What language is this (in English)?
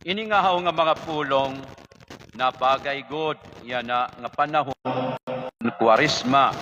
Waray